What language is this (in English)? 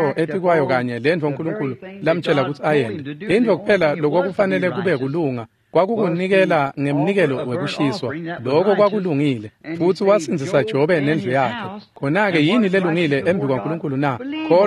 Swati